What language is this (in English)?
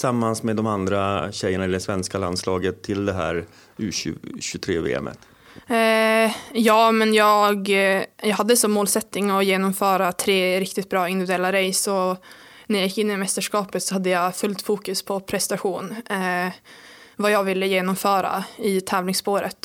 Swedish